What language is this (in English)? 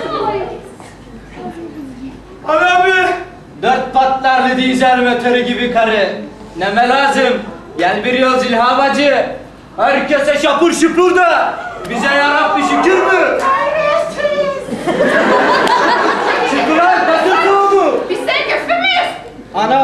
Turkish